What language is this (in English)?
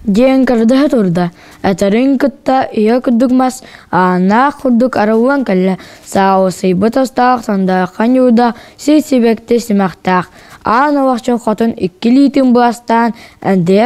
Yakut